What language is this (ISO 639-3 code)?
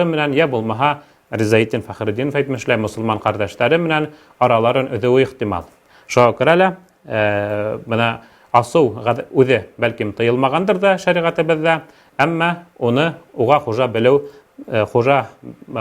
bak